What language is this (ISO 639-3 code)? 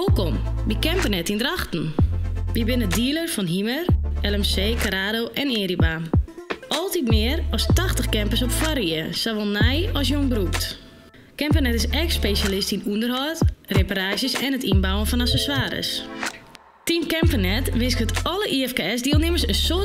fry